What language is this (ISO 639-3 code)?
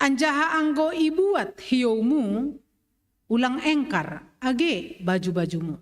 bts